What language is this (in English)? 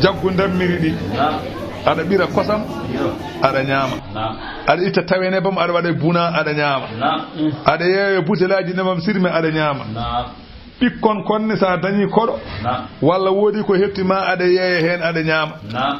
Fula